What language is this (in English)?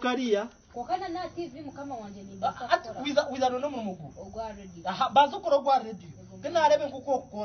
Nyankole